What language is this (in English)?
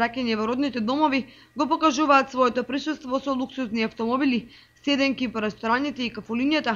Macedonian